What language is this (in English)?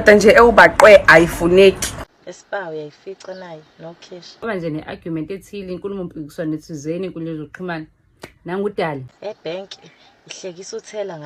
Zulu